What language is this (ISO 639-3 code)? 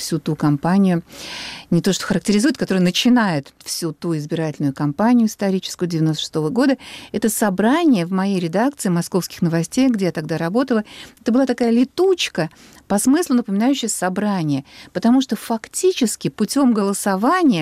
rus